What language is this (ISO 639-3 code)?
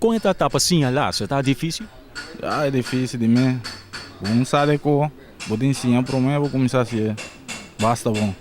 pap